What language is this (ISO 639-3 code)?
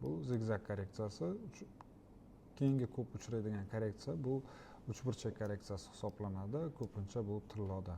uzb